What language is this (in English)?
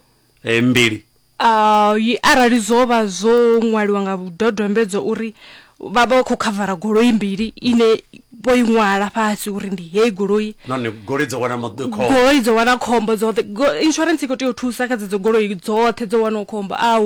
Venda